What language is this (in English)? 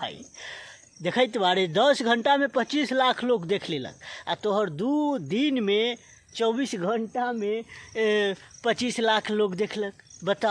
Bhojpuri